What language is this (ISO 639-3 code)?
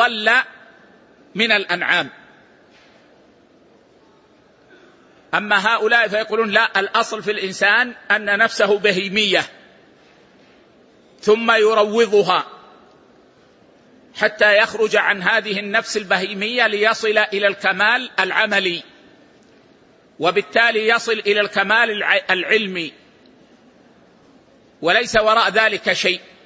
ara